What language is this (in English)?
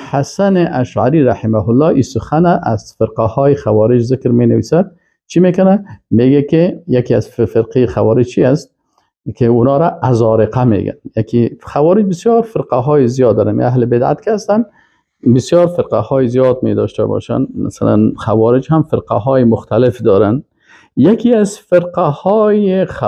Persian